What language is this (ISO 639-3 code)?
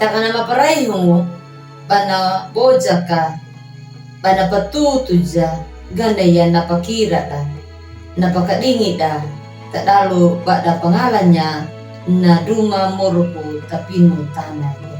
akg